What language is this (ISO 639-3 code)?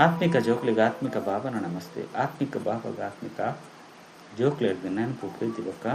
tcy